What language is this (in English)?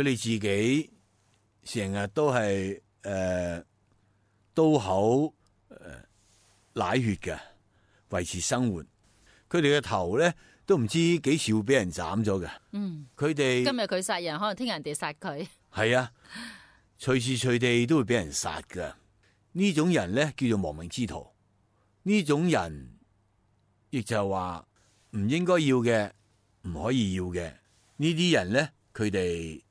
Cantonese